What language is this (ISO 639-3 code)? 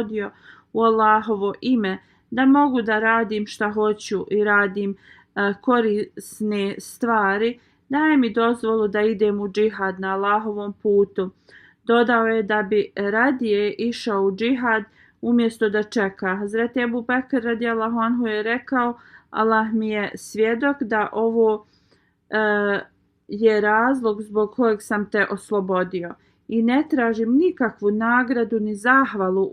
bos